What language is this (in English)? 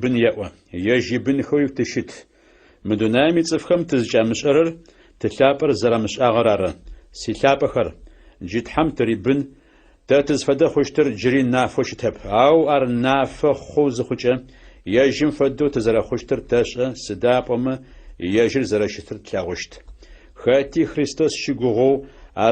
Adyghe